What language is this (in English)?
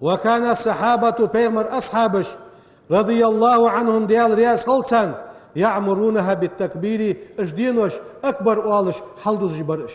Ingush